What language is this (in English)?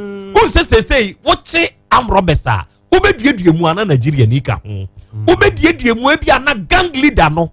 Akan